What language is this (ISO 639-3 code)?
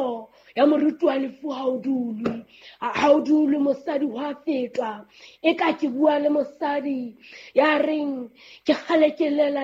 sot